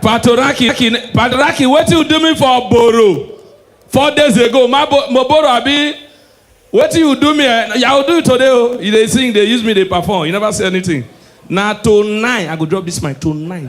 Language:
Nigerian Pidgin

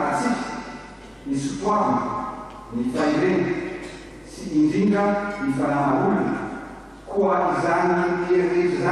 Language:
Malagasy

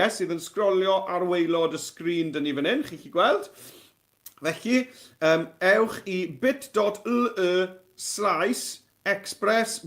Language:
Welsh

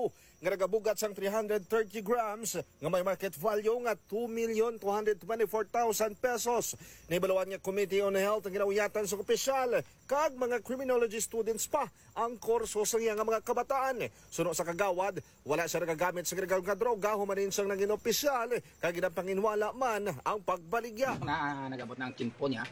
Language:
Hiligaynon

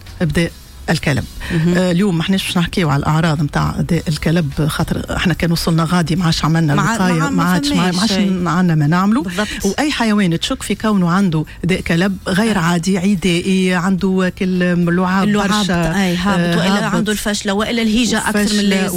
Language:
Tunisian Arabic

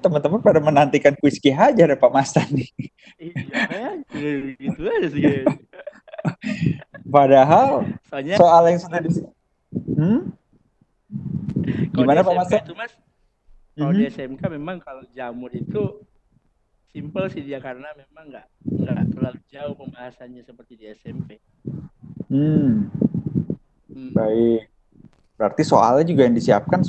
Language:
Indonesian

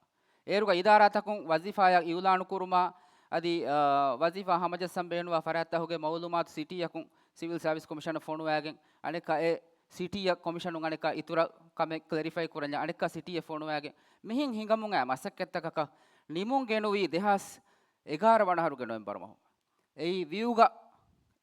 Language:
Divehi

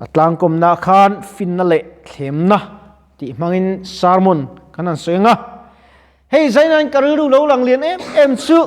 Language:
Mizo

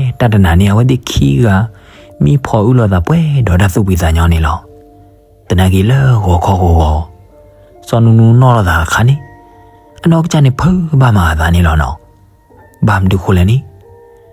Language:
S'gaw Karen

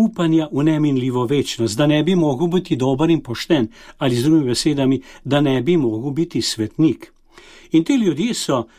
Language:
Slovenian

